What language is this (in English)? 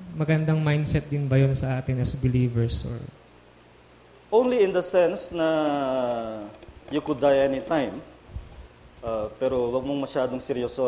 Filipino